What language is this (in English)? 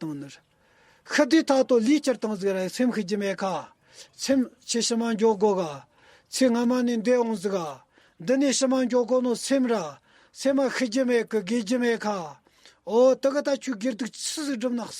Tibetan